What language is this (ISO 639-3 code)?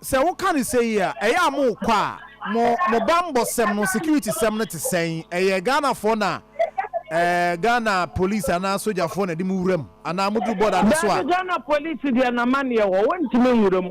aka